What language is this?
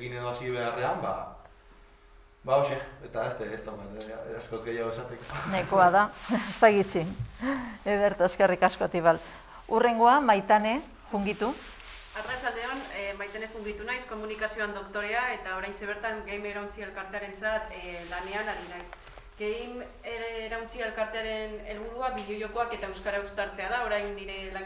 Basque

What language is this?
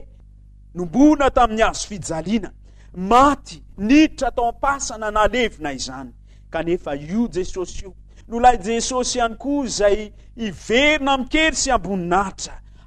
Malagasy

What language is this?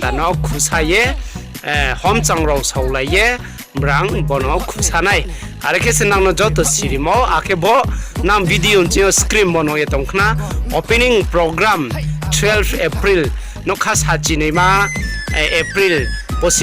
Riang (India)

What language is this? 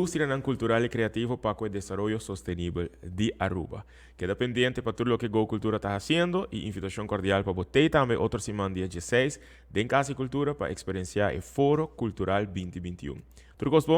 Papiamento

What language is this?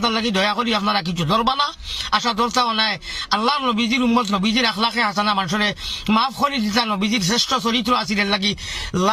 Sylheti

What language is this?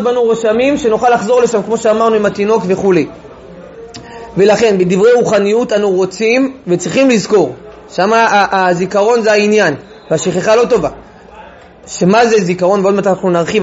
Hebrew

